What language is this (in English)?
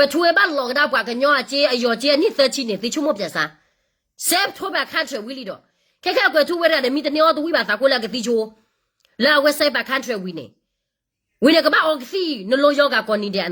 S'gaw Karen